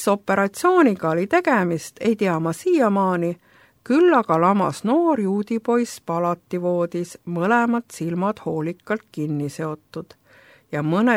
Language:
Estonian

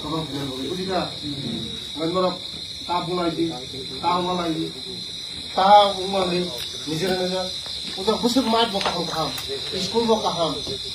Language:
Kok Borok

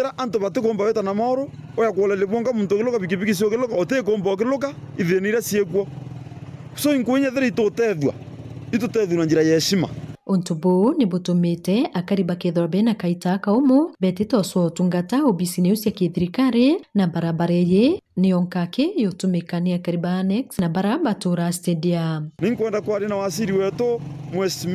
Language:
Meru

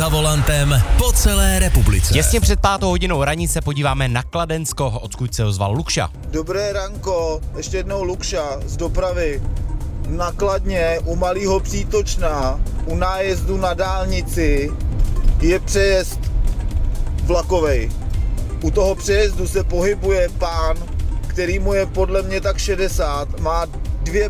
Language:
Czech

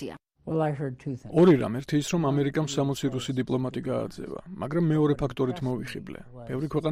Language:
Georgian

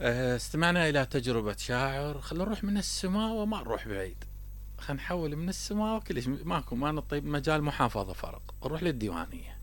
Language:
Mesopotamian Arabic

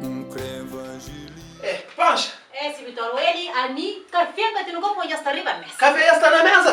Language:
Kabuverdianu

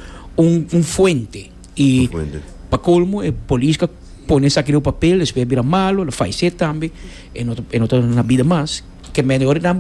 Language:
Papiamento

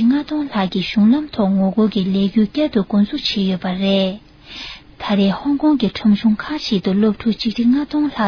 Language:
Tibetan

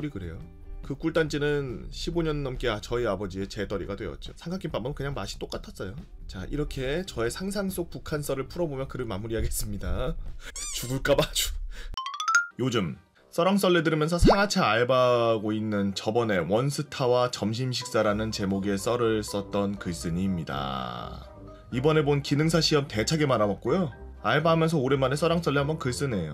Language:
Korean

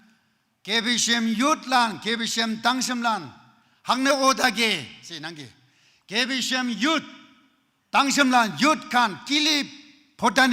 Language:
Naga Pidgin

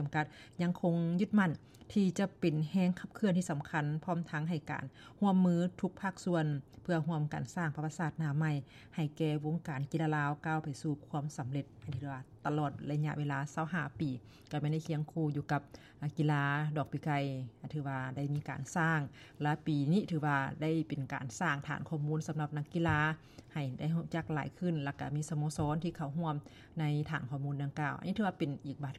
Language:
Lao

